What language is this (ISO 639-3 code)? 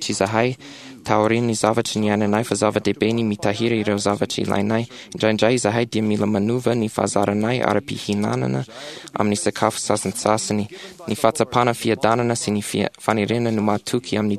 mlg